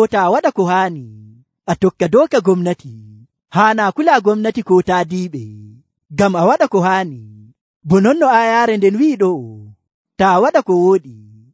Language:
Nigerian Fulfulde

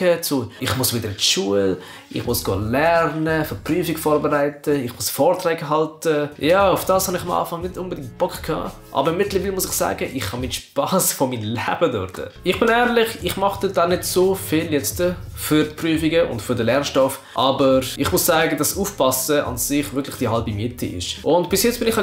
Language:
Swiss German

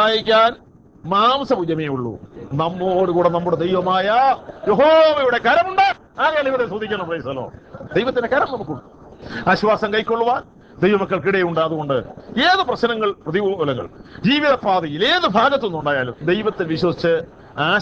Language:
Malayalam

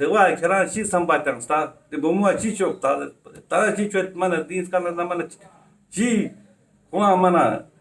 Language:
Ladakhi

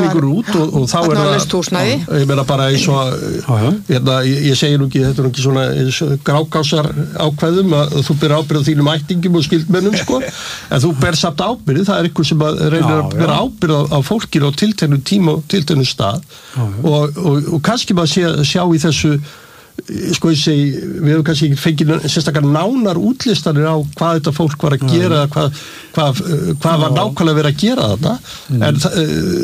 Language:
Icelandic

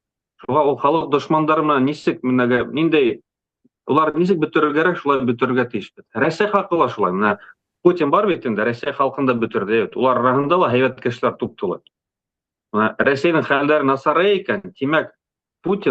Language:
Bashkir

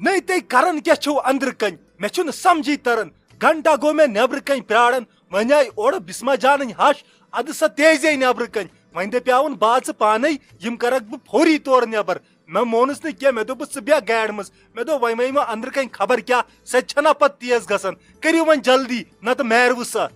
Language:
Kashmiri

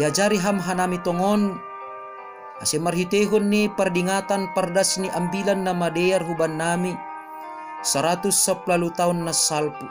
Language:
Batak Simalungun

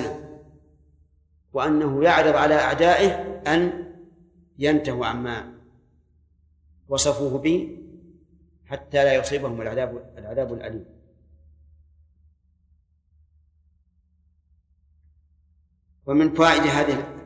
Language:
Arabic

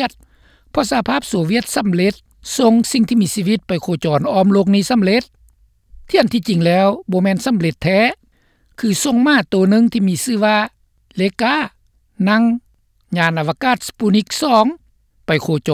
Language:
Lao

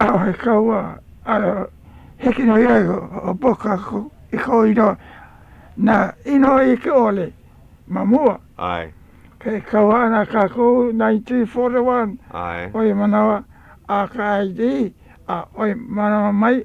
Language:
Hawaiian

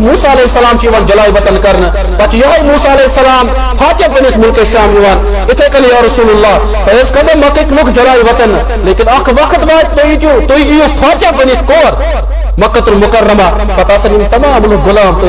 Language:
Kashmiri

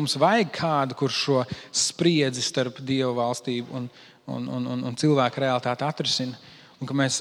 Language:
Latvian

